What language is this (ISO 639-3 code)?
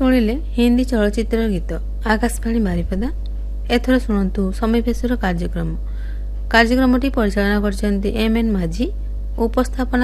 ori